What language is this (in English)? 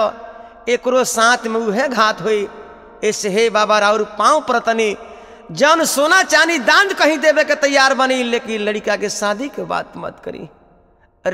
Bhojpuri